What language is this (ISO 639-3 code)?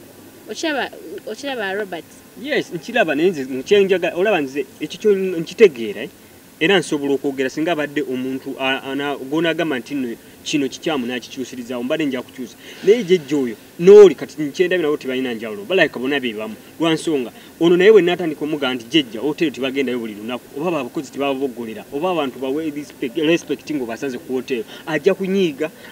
lug